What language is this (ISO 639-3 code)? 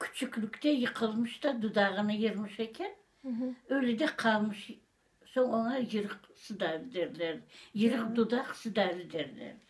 crh